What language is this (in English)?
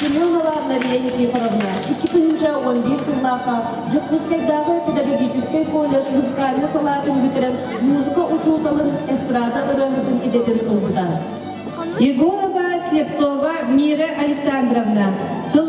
Yakut